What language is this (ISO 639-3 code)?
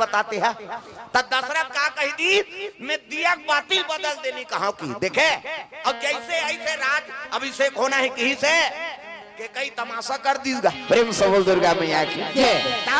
hne